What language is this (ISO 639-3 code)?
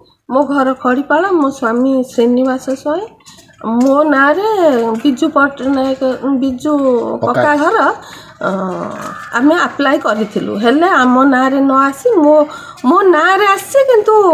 ori